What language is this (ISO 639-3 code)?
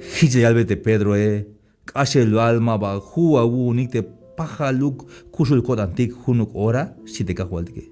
tzh